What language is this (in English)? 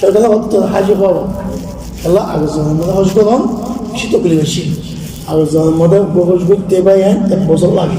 Rohingya